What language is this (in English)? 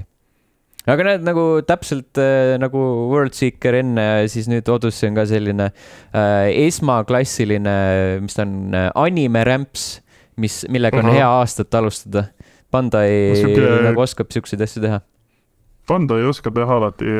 Estonian